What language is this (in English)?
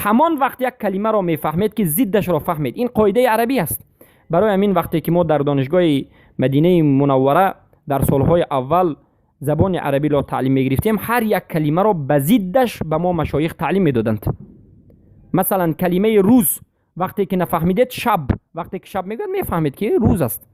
Persian